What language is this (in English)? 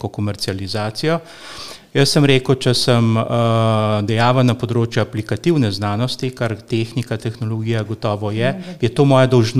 Slovenian